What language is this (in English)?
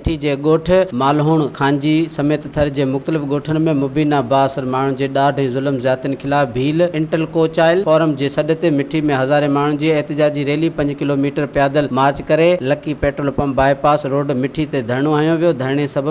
Sindhi